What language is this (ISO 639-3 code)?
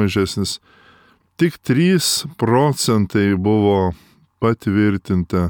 lit